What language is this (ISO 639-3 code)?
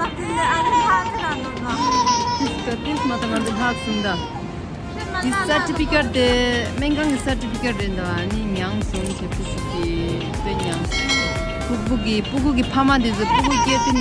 bod